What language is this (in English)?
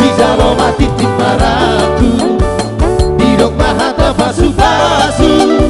Batak Toba